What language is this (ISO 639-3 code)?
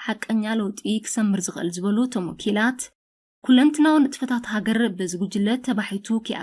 tir